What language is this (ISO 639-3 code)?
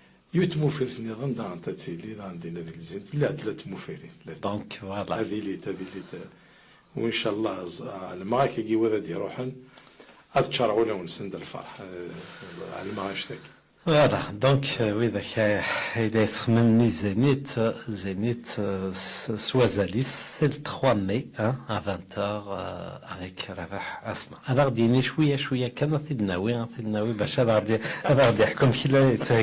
kab